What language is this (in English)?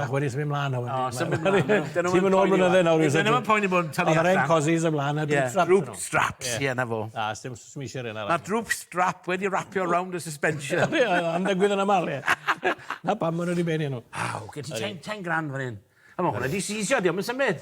Welsh